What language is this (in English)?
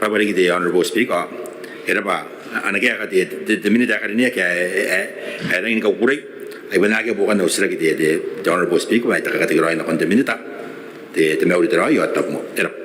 Gilbertese